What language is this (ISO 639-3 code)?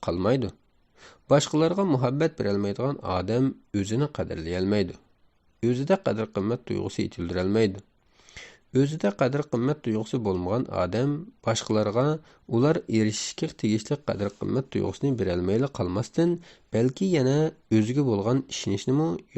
uig